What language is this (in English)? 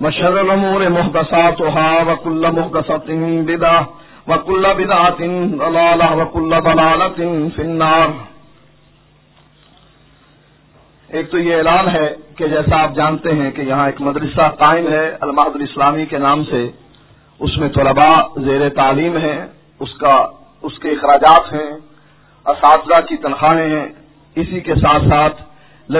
Urdu